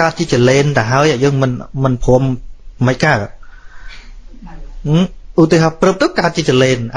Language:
Khmer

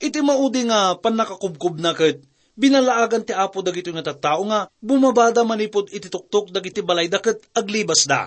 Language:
Iloko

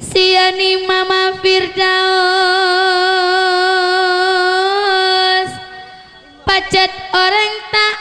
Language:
Madurese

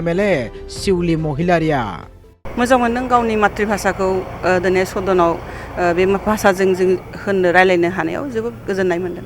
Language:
Bodo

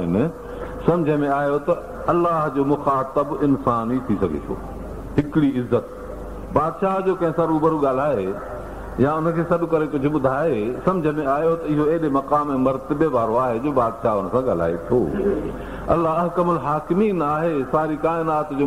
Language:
Sindhi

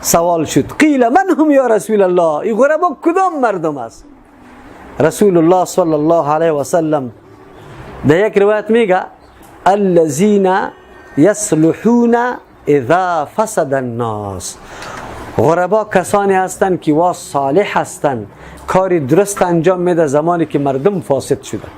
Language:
Persian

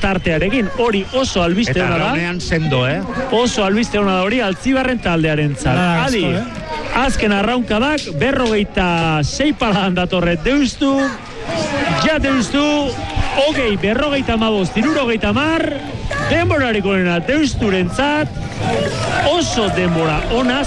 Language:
Basque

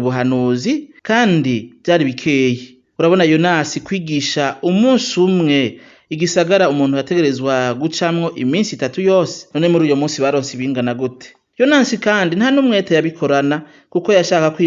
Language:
Rundi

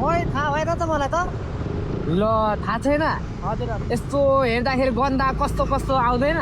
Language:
Nepali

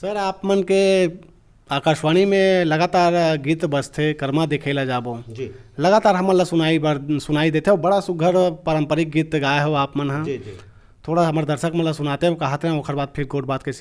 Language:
Chhattisgarhi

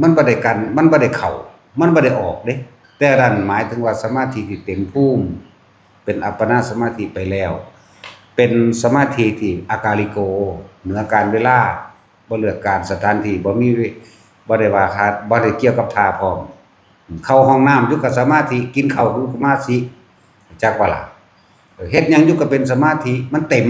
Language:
Northeastern Thai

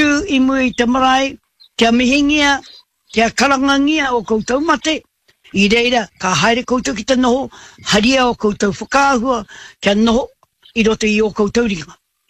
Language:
Māori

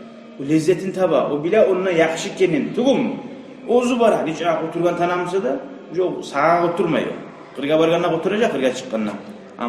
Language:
Kumyk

